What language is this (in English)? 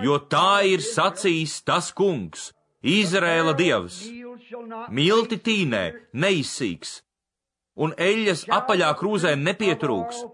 Latvian